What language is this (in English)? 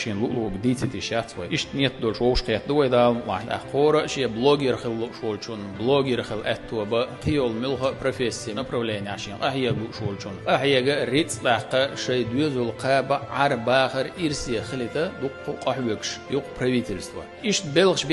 Chechen